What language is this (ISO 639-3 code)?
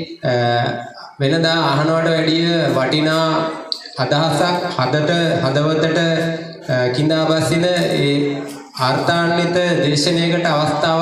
sin